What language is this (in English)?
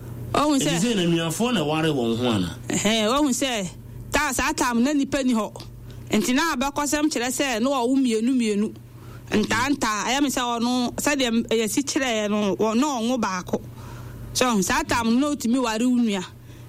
Akan